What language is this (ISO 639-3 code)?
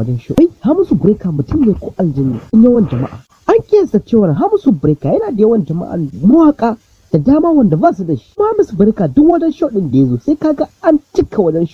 hau